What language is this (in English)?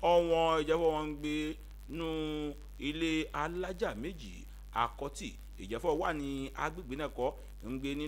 Yoruba